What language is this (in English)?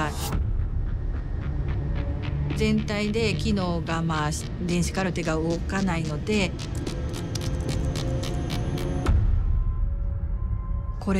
Japanese